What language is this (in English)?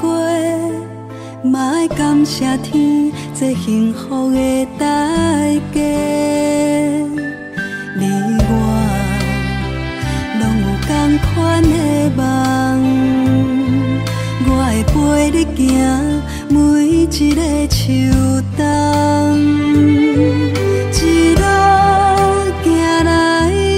Min Nan Chinese